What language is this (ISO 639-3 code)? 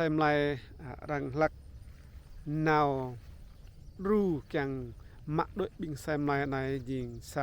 rad